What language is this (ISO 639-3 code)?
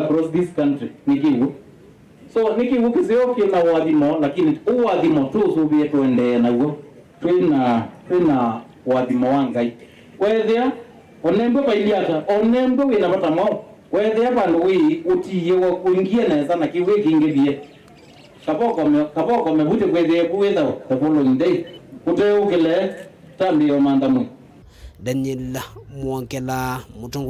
kam